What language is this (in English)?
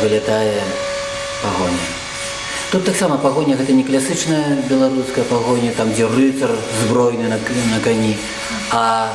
Belarusian